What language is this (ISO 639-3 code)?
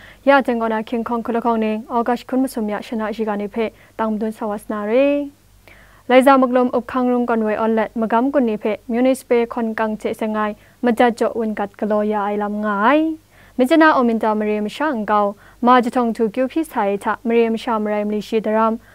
kac